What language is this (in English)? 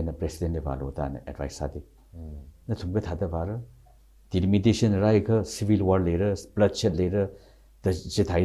Tangkhul Naga (India)